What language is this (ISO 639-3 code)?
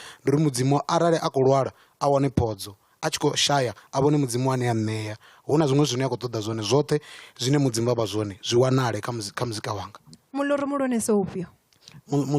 ven